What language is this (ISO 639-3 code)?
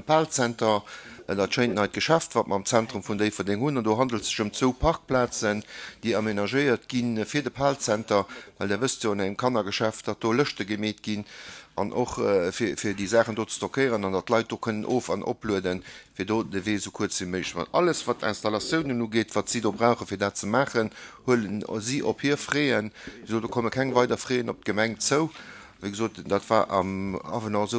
ltz